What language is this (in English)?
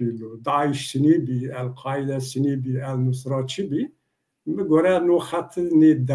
Zaza